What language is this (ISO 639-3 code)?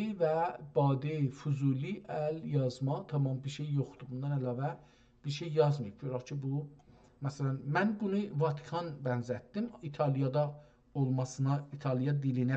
azb